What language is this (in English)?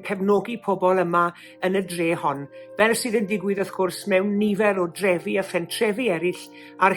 Welsh